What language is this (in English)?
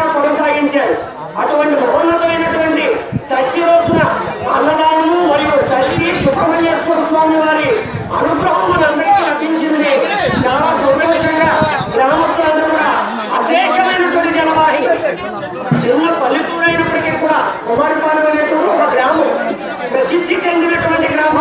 Telugu